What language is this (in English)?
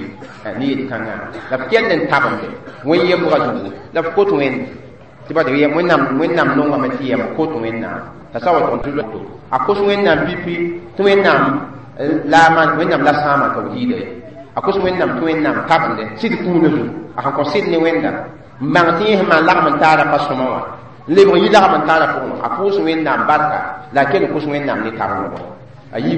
Mossi